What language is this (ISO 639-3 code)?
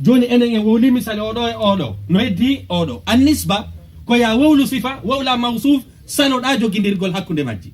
ful